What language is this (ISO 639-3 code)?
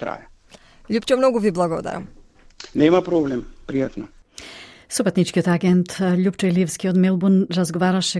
mkd